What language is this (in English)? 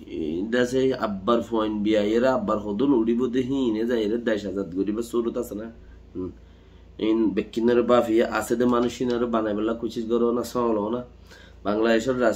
Rohingya